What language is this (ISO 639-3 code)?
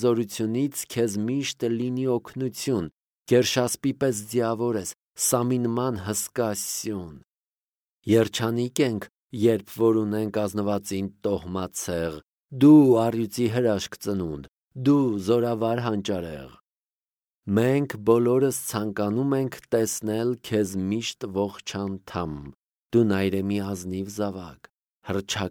hye